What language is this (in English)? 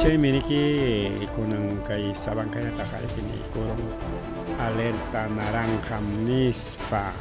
Ayacucho Quechua